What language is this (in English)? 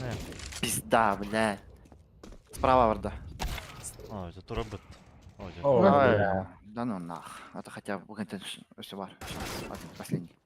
Yakut